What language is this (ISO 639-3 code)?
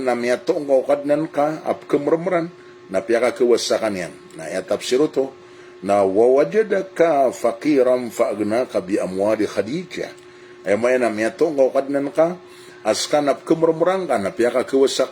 mrw